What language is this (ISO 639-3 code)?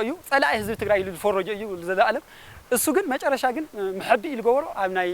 tir